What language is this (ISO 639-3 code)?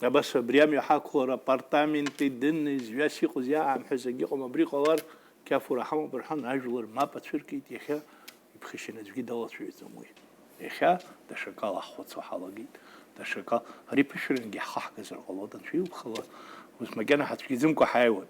abk